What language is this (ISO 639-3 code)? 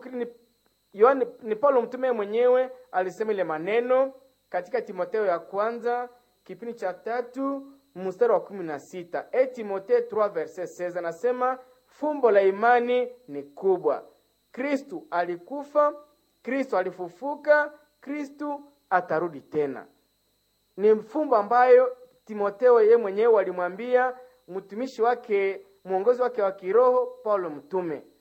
swa